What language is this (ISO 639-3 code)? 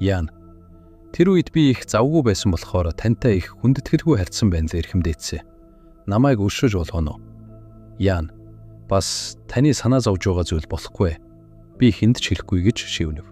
mon